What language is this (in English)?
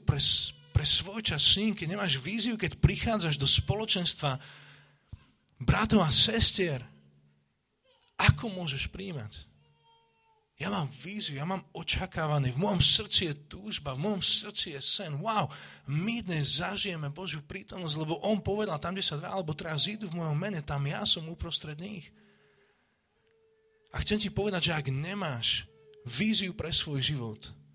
Slovak